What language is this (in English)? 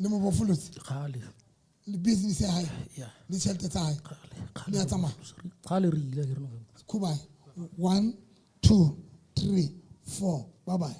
Southern Sotho